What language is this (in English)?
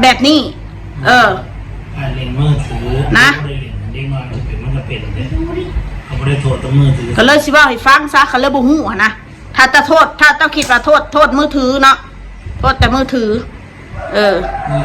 Lao